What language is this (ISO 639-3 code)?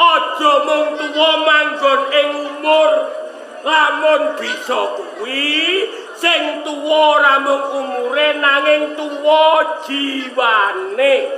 jav